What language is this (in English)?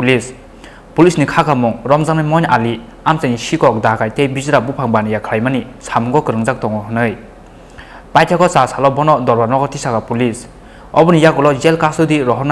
Kok Borok